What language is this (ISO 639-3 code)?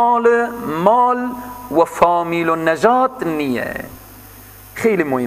fas